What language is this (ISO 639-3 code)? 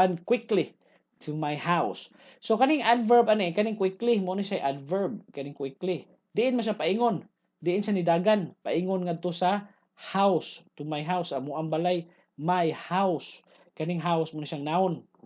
ceb